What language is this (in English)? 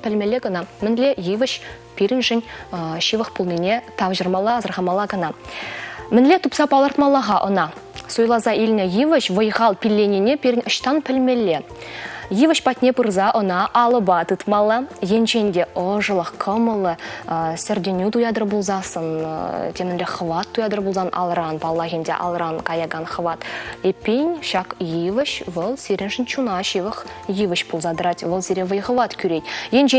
Chuvash